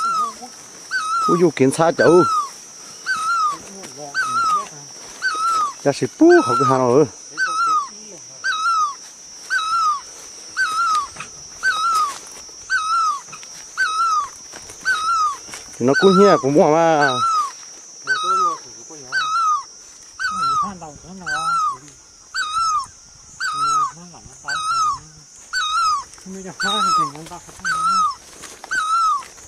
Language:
Vietnamese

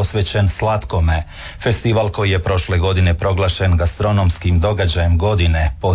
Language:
Croatian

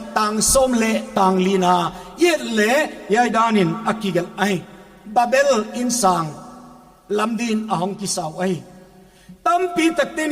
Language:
Paite Chin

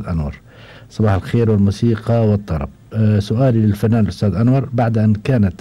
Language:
Gulf Arabic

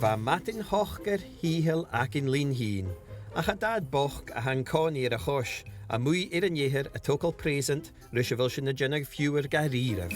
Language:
Scottish Gaelic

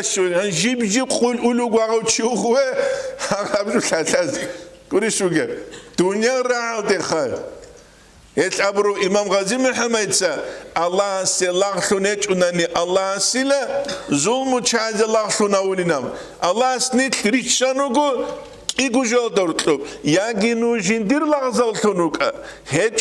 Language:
Avaric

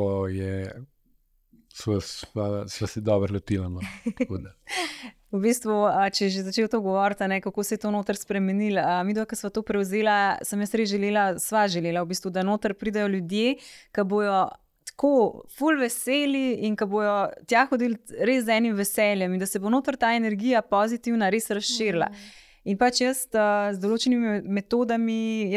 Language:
Slovenian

